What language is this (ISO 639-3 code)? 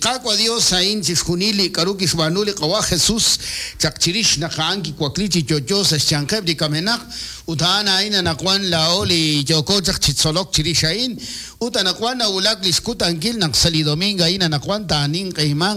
kek